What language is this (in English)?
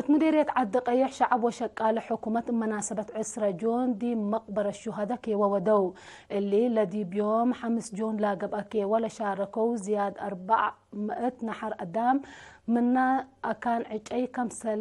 Tigre